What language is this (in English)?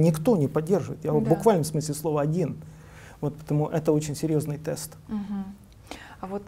Russian